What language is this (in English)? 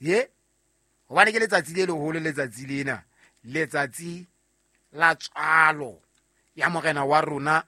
Southern Sotho